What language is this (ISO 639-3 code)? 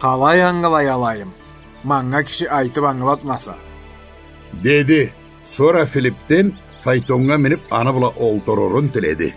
krc